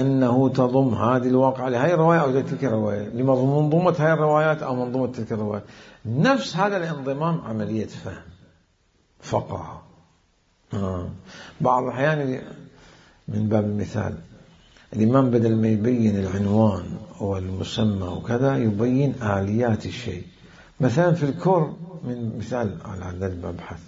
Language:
Mesopotamian Arabic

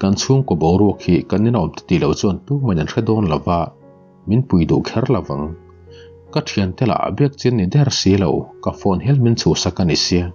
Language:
Mizo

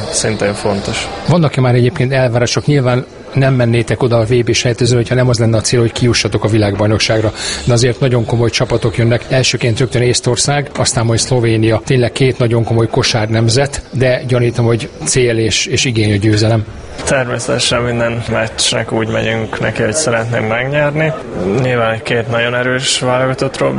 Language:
Hungarian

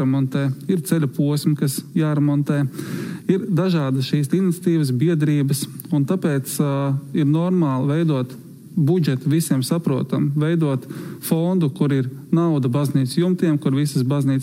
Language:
Latvian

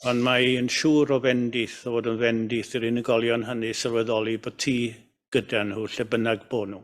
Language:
Welsh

